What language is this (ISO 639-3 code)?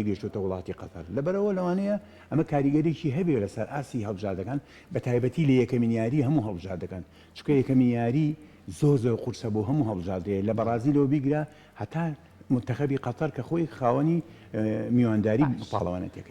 ckb